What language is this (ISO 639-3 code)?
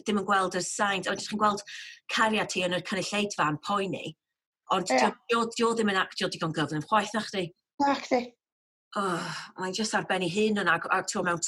cym